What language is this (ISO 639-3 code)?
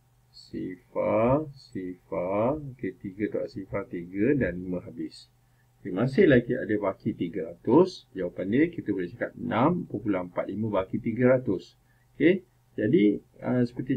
msa